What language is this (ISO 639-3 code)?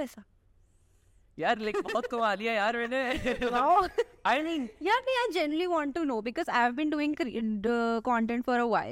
hin